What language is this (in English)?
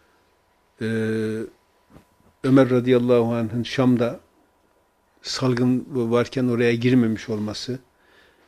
Turkish